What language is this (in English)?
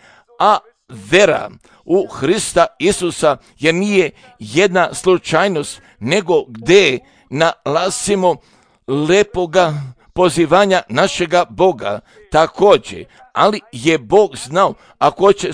Serbian